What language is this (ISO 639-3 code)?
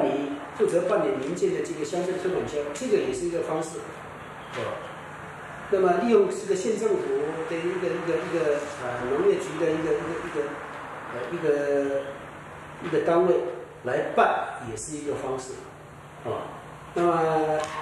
zho